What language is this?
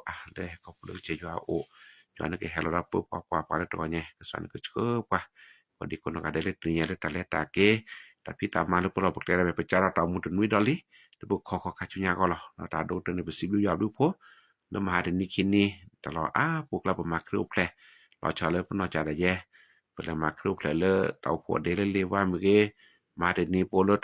S'gaw Karen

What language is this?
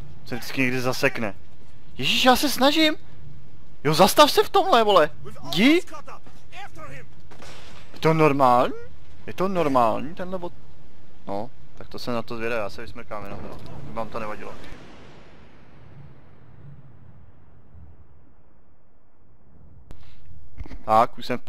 Czech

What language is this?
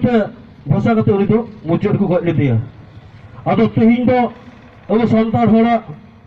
Santali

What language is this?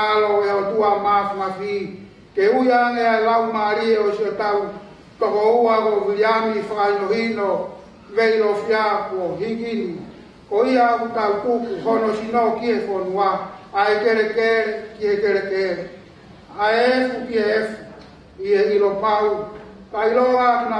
Tongan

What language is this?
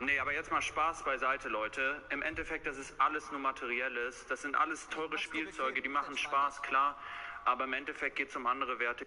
Bavarian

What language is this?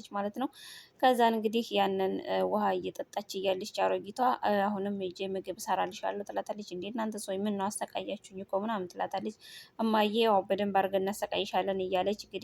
Amharic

